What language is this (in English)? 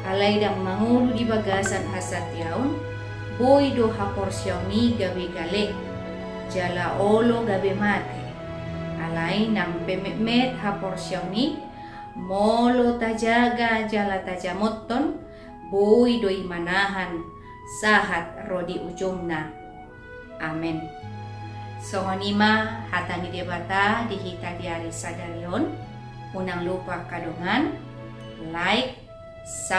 Batak Toba